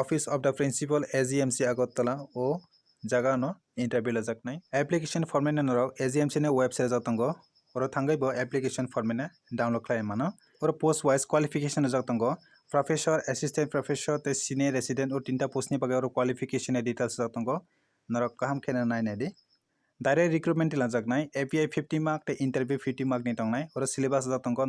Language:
Kok Borok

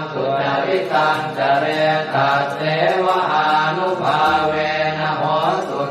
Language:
Pali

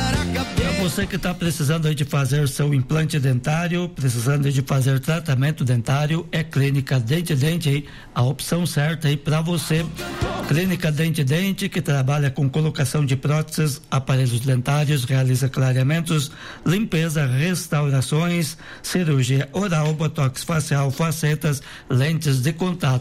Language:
Portuguese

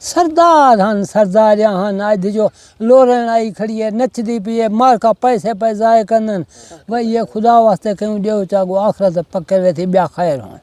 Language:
Saraiki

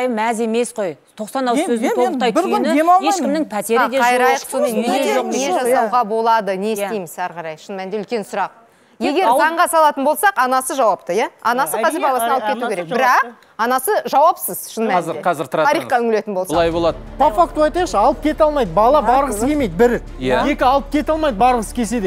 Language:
Kazakh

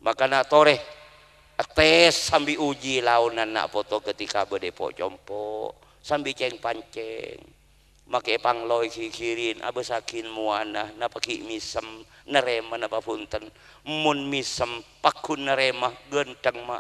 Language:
Madurese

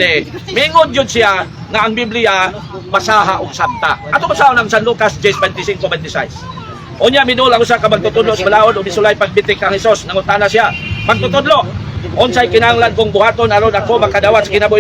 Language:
Cebuano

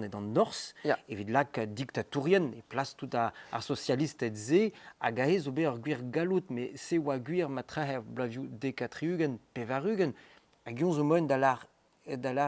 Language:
Breton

